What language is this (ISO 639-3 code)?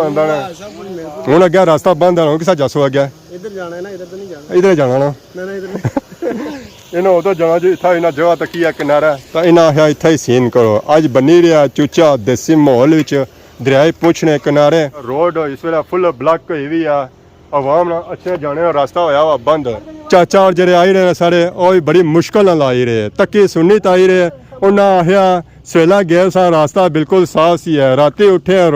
phr